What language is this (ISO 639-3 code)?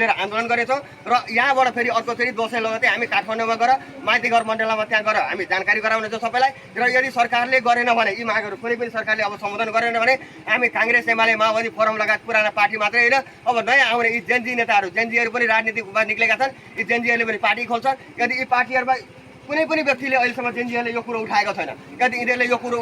nep